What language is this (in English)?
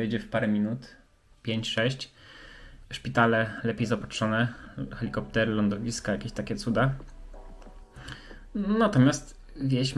Polish